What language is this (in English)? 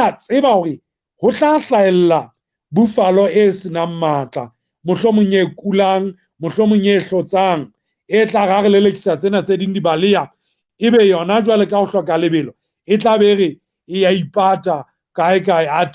Southern Sotho